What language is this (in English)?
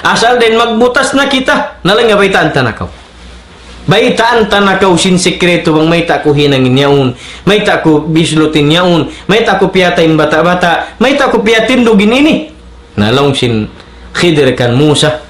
Tausug